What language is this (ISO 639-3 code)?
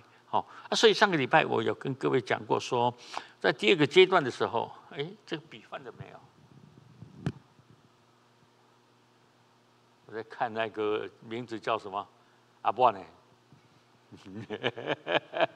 zho